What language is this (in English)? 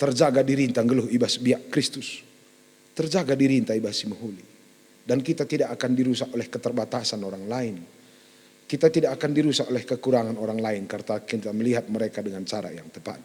Batak Karo